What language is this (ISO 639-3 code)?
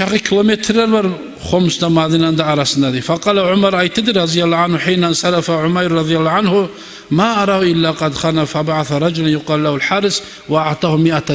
kum